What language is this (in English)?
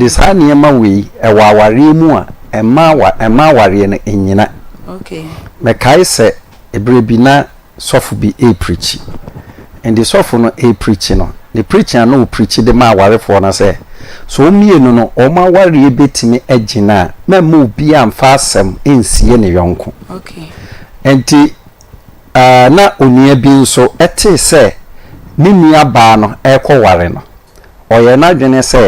Akan